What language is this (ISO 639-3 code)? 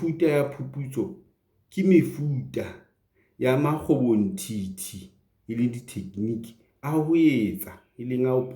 sot